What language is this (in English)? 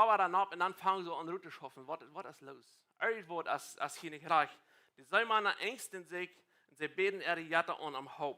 Plautdietsch